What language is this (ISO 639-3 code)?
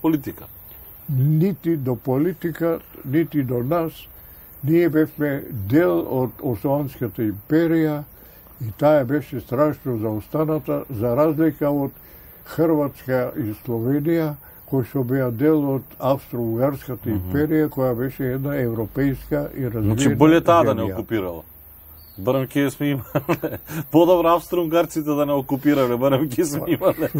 mkd